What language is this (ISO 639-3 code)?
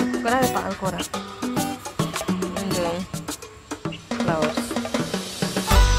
tel